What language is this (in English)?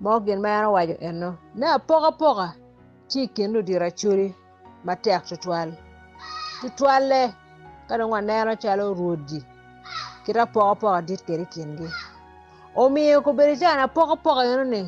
Acoli